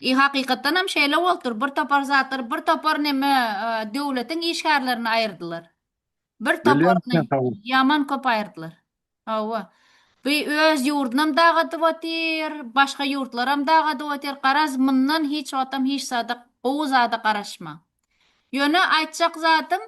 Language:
Turkmen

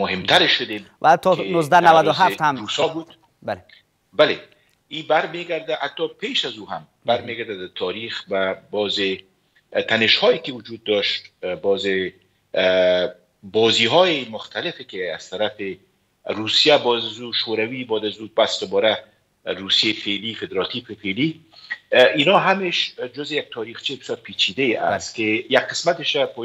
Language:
Persian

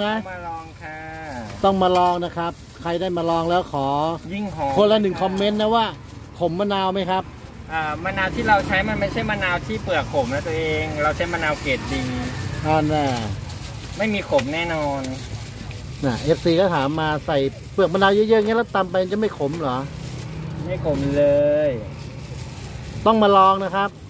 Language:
Thai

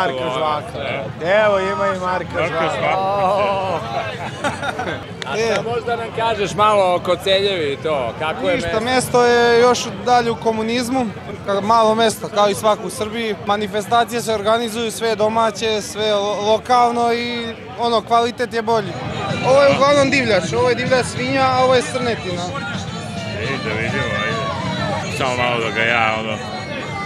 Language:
Serbian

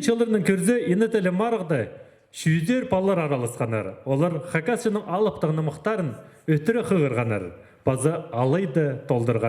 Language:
Khakas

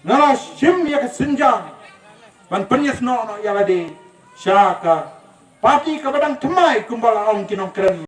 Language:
Khasi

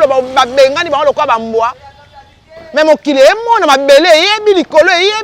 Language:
Lingala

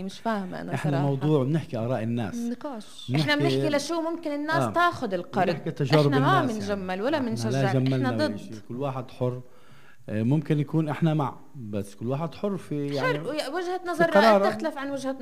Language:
North Levantine Arabic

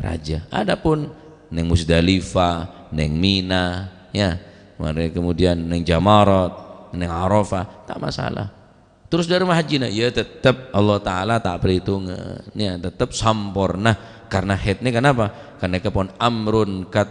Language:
Madurese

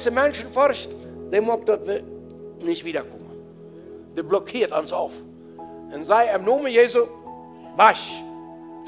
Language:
Plautdietsch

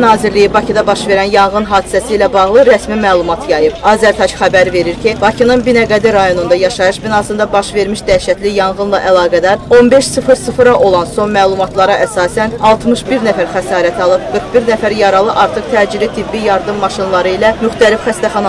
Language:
Azerbaijani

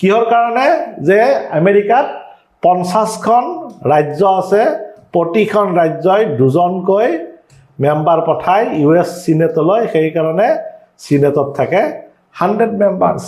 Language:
Assamese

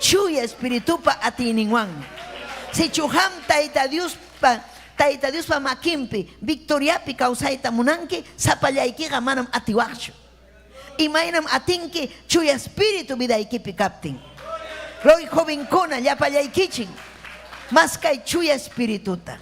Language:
Ayacucho Quechua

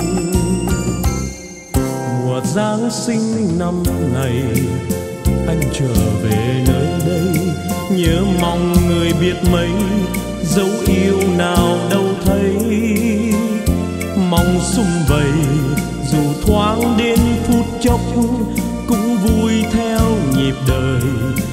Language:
Vietnamese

